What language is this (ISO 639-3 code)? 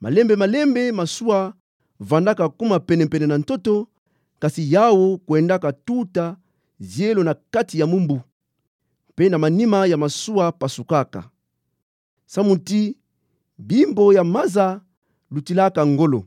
ktu